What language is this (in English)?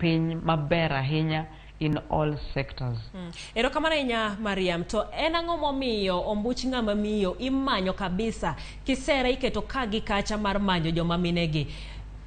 Luo (Kenya and Tanzania)